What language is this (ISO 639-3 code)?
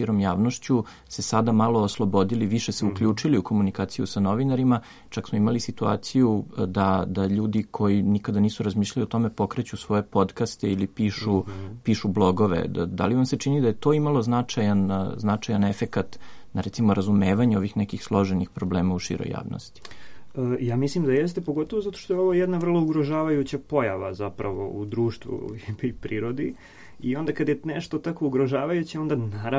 srp